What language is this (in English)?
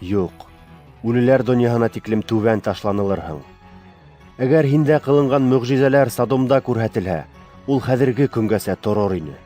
Bashkir